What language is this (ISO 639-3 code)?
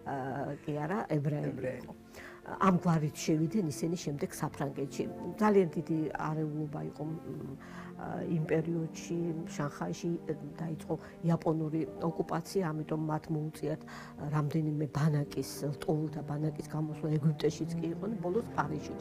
kat